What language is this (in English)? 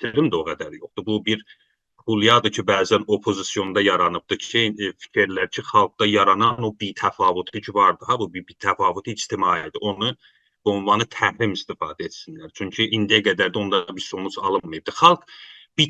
South Azerbaijani